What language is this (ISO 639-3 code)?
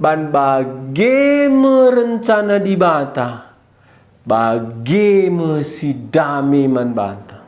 btx